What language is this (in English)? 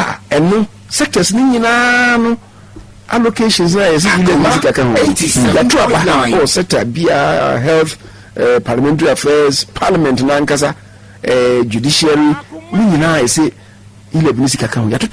Akan